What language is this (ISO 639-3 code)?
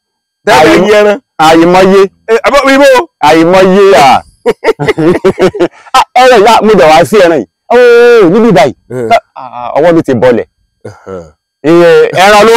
yor